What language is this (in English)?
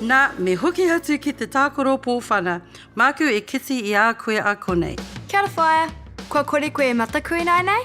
Māori